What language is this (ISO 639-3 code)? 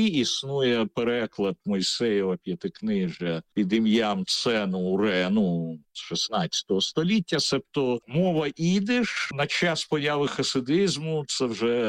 ukr